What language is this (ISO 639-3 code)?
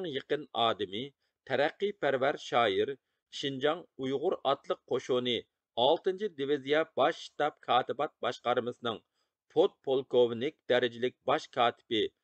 uig